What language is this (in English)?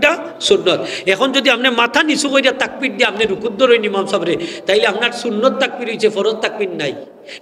Sylheti